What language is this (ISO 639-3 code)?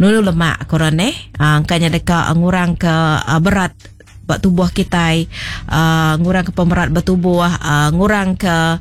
iba